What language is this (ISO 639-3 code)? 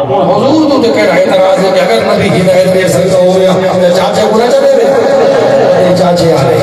skr